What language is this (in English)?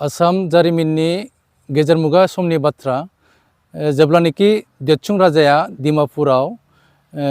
Bodo